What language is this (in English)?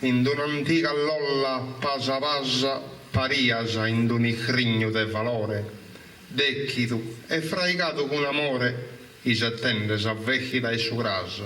Sardinian